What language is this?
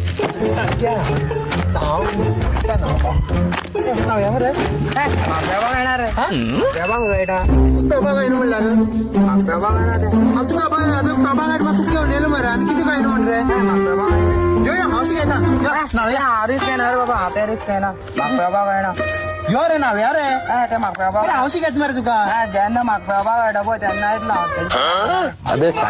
Konkani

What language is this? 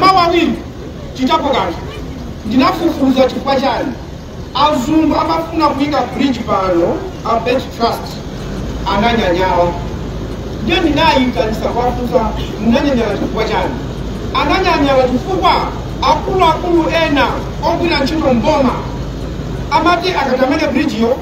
Nyanja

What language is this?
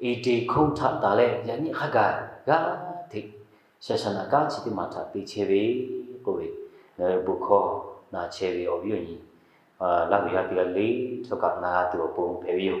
Lahu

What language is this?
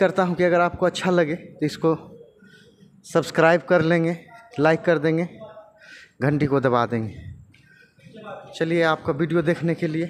Hindi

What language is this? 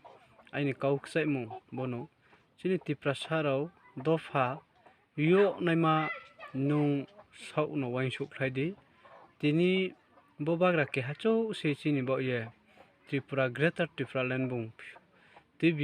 Riang (India)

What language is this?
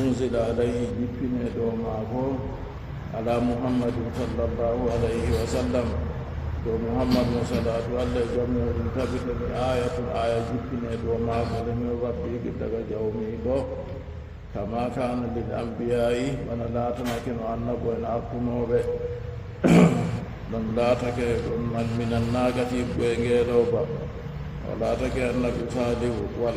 Fula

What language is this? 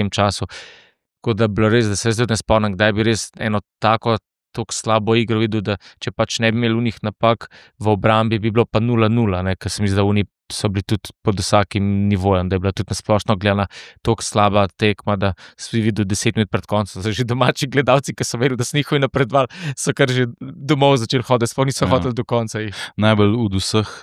Slovenian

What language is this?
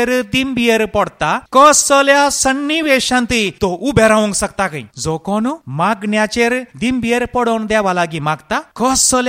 Konkani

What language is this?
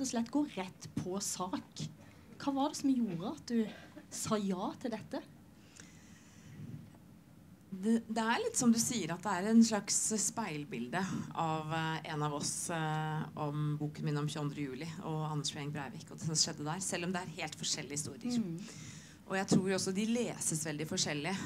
Norwegian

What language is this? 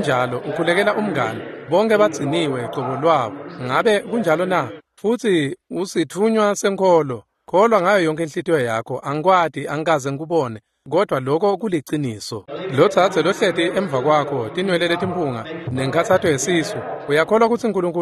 Swati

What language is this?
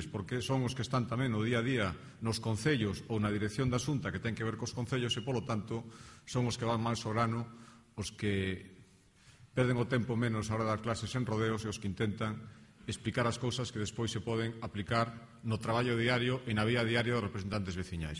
Galician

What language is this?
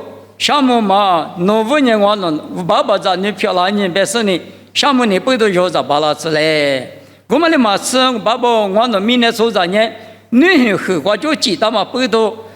Lisu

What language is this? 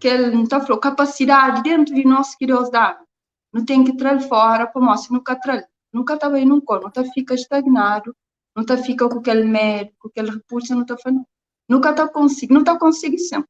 Kabuverdianu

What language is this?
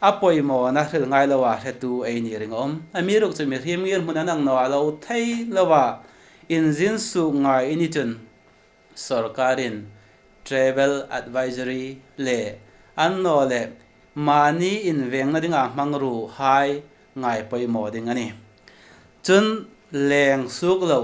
Hmar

